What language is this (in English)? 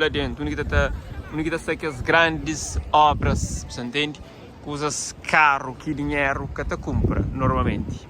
Kabuverdianu